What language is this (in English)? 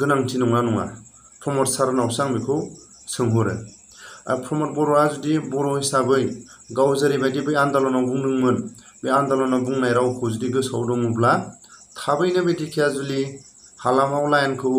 Bodo